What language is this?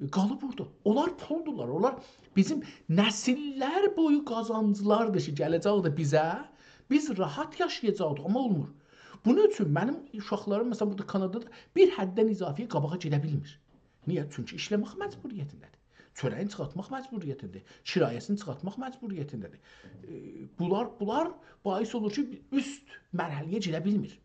South Azerbaijani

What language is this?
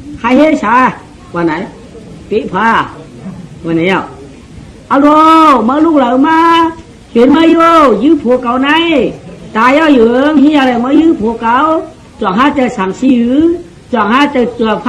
Shan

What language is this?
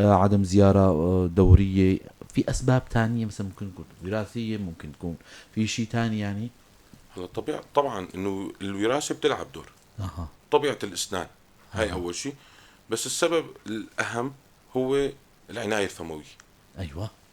North Levantine Arabic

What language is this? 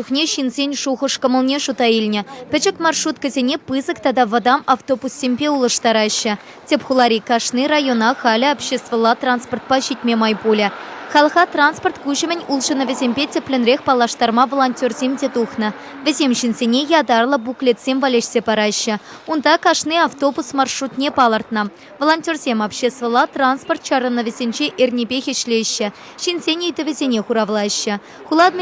Chuvash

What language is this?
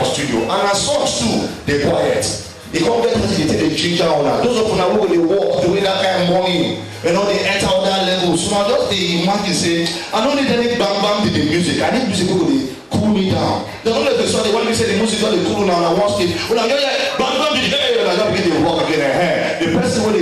Nigerian Pidgin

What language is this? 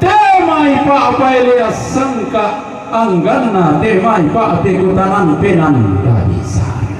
Toraja-Sa'dan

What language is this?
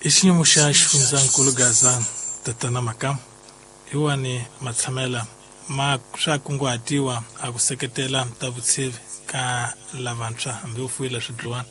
Tsonga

